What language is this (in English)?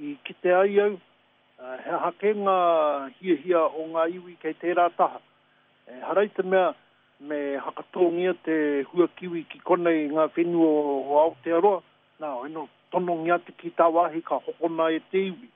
Māori